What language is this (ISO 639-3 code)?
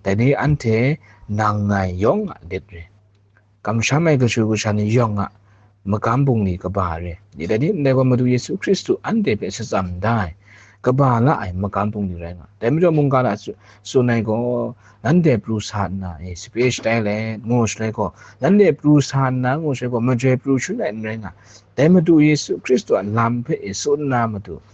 kac